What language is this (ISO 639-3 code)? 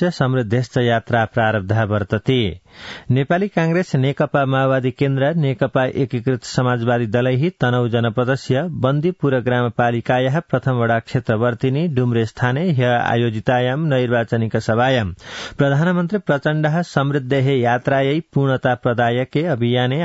san